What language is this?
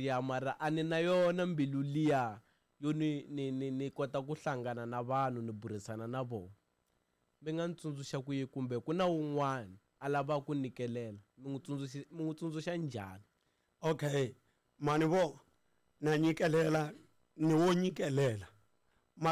Tsonga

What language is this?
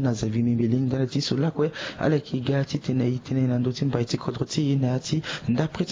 Sango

